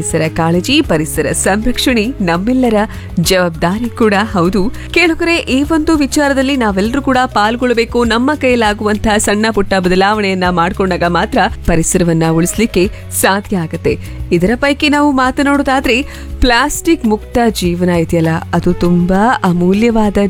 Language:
Kannada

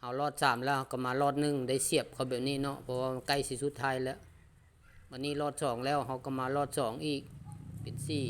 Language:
Lao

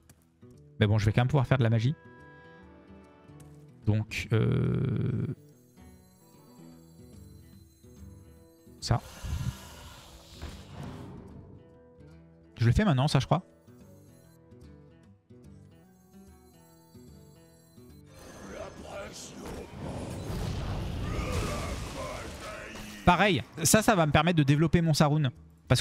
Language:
French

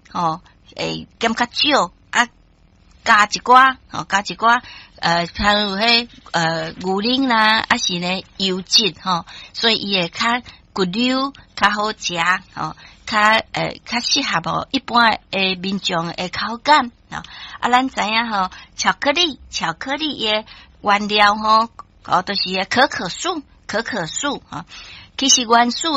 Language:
Min Nan Chinese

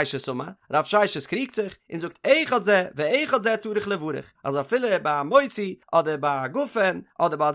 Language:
Yiddish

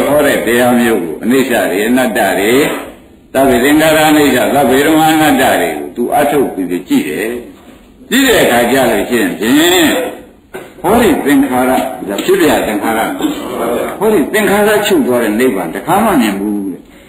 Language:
Burmese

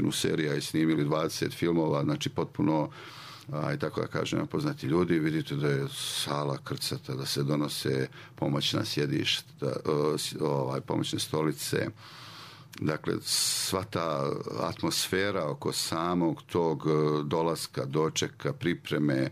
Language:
Serbian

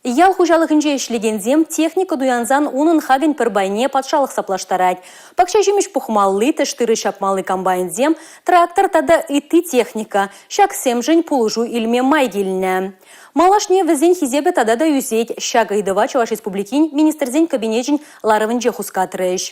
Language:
Chuvash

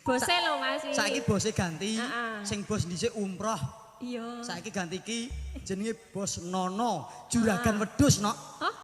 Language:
Javanese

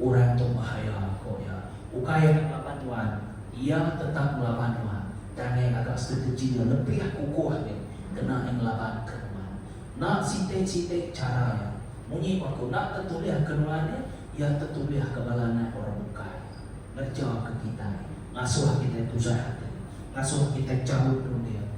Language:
Iban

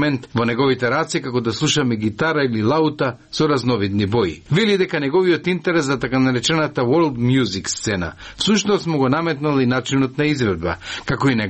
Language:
Macedonian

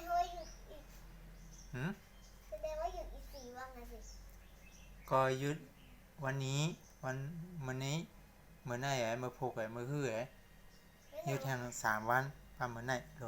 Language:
Shan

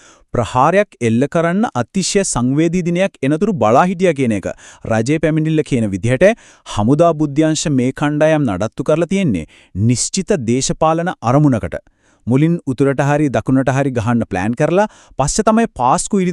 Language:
Sinhala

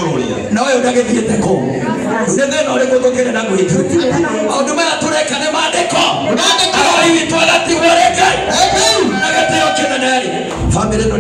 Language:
Kikuyu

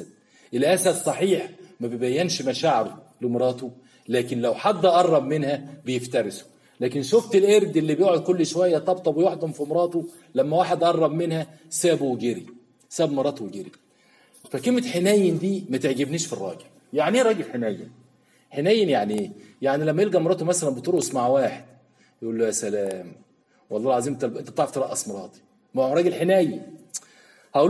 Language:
Egyptian Arabic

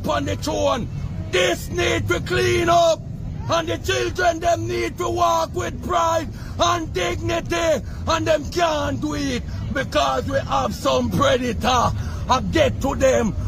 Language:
Jamaican Creole English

